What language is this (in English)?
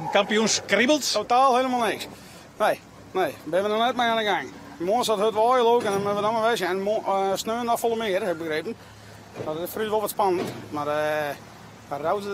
Western Frisian